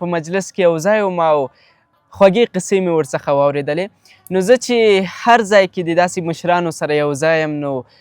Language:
Pashto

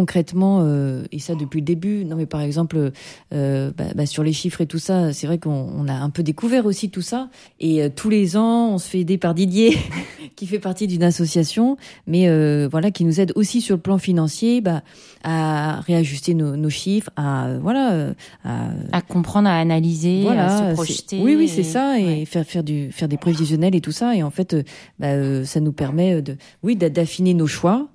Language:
French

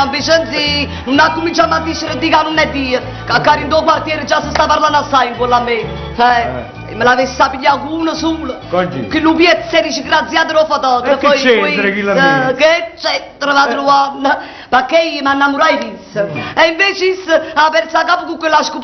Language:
Neapolitan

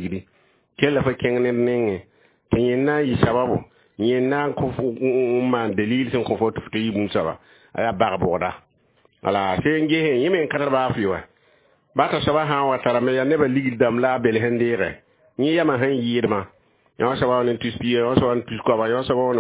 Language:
Mossi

